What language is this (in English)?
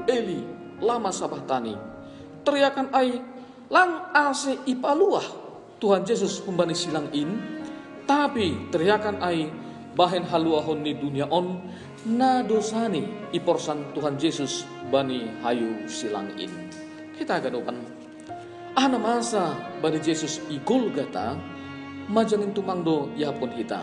Batak Simalungun